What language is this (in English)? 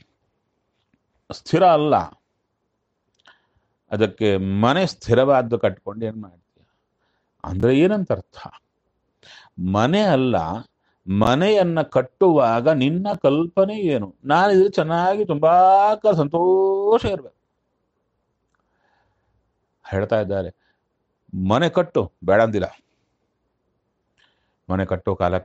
Kannada